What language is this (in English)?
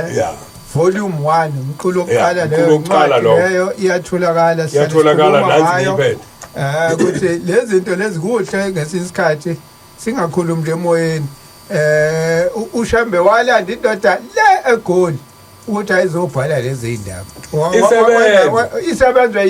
Zulu